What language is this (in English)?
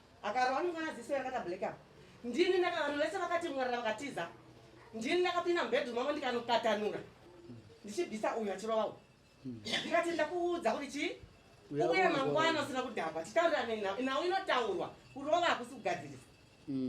Shona